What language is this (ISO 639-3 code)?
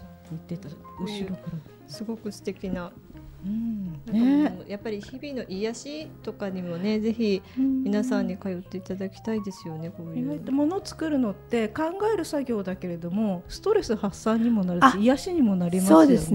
jpn